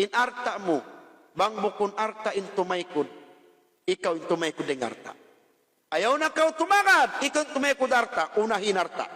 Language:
Tausug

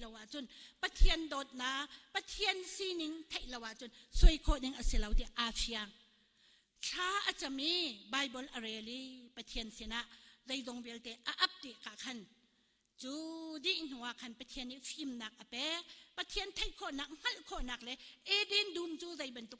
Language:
Hakha Chin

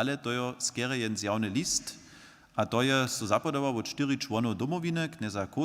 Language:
Upper Sorbian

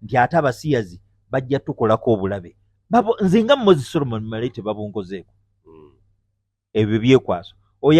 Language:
Ganda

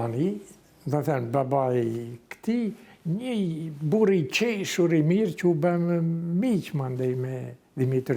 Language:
Albanian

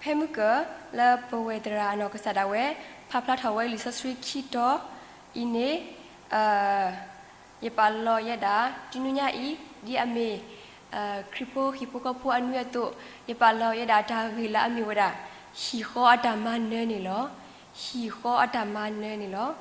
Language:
S'gaw Karen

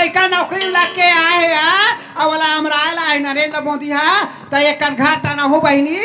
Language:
Chhattisgarhi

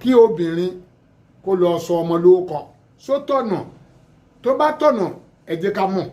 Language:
Yoruba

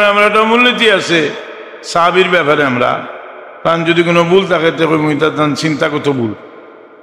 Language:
Sylheti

